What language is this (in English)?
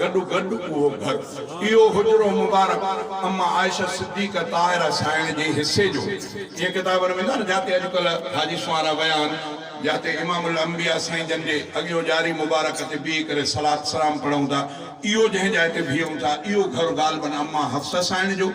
Sindhi